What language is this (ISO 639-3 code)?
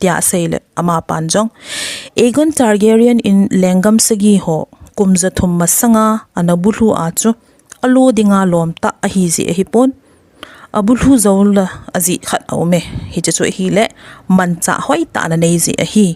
tcz